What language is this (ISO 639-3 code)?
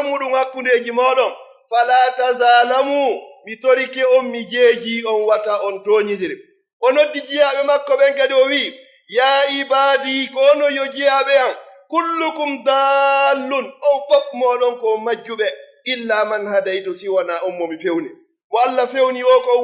fuf